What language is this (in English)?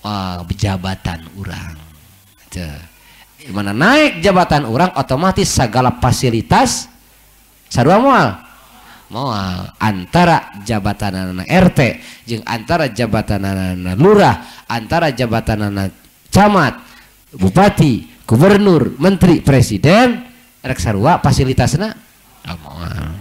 Sundanese